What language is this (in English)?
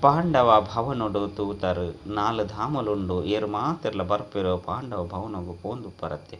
Tulu